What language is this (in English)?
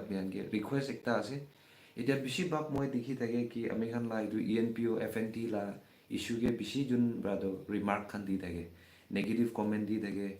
Naga Pidgin